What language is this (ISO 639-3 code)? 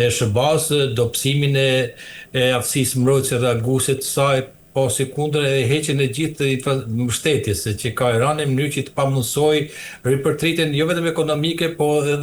sqi